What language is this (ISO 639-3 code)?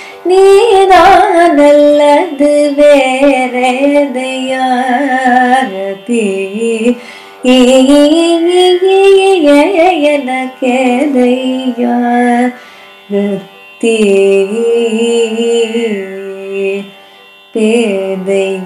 tam